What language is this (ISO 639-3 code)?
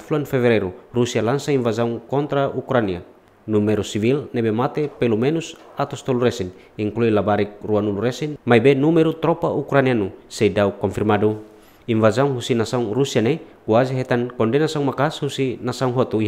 tet